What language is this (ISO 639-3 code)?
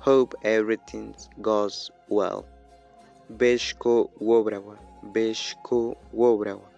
bzd